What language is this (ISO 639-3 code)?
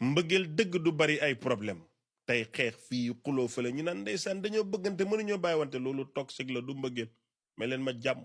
wol